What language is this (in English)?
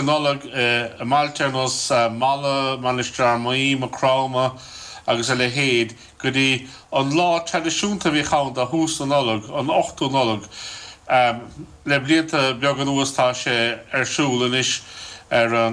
Irish